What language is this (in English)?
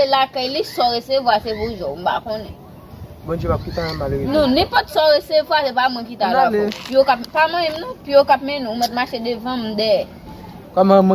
Haitian Creole